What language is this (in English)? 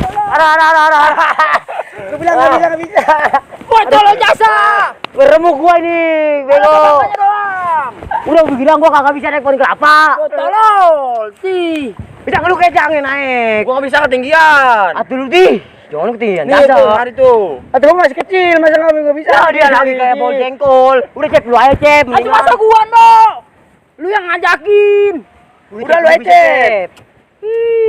Betawi